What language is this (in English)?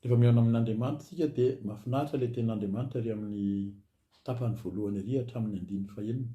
Malagasy